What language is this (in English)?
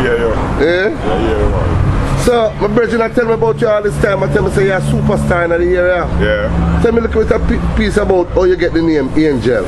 Jamaican Creole English